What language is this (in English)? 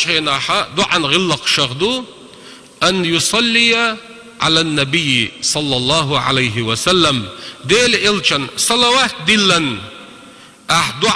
Chechen